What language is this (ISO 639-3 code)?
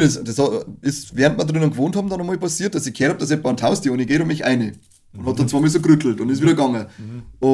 bar